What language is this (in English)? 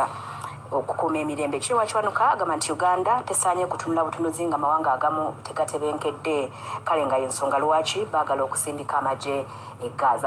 Ganda